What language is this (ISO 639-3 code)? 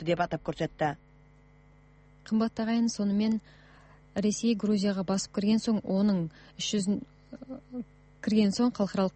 kaz